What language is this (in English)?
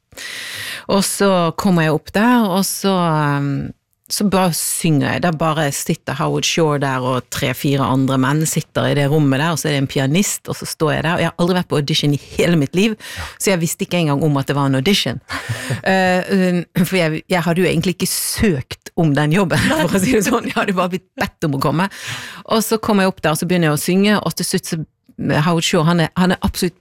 Norwegian